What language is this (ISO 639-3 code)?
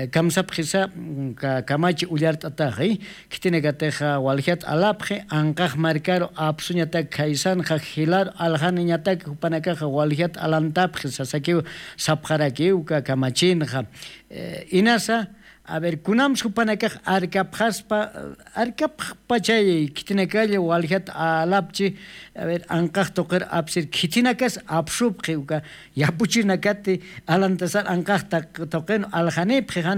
aym